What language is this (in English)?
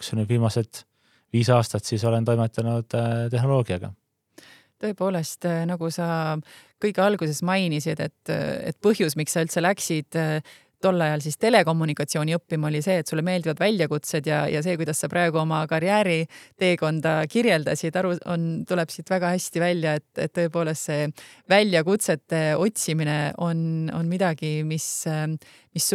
Estonian